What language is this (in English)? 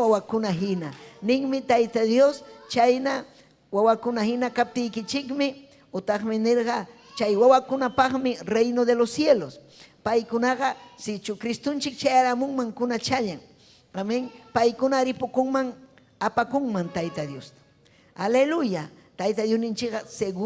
Ayacucho Quechua